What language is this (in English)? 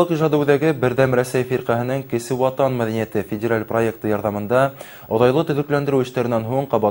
Bashkir